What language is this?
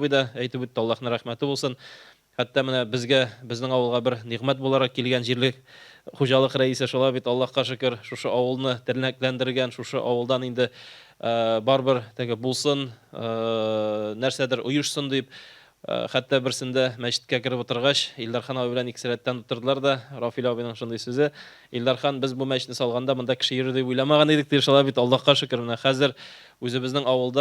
Tatar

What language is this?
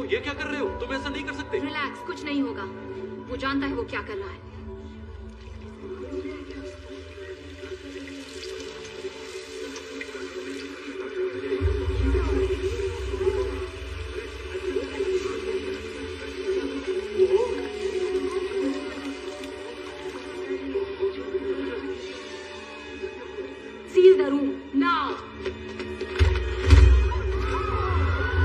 Hindi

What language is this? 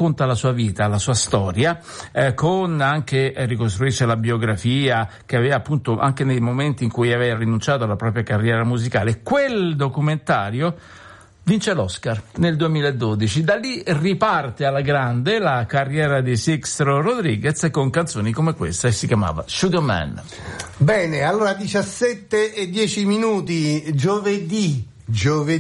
Italian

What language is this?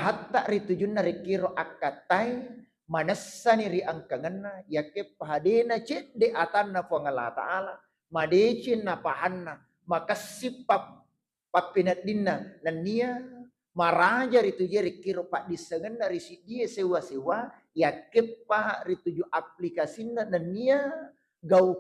Buginese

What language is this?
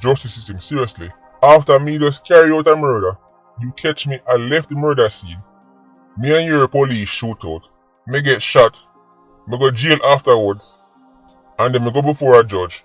Jamaican Creole English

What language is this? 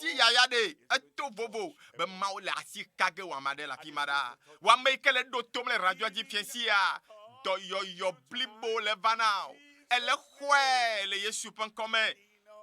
Ewe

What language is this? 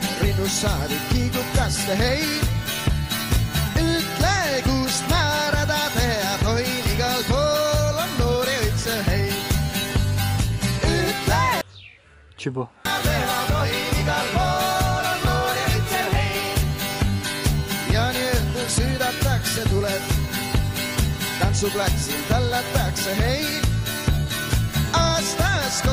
Estonian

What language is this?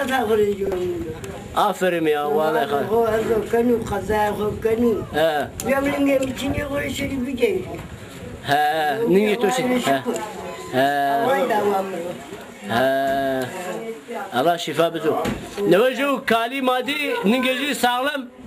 Zaza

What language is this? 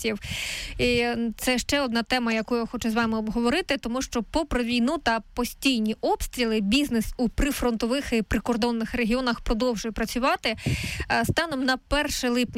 Ukrainian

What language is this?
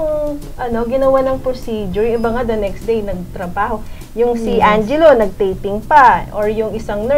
Filipino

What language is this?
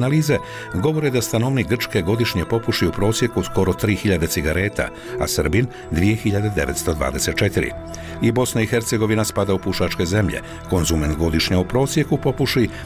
Bosnian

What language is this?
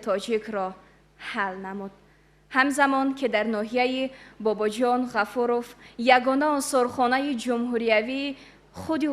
Tajik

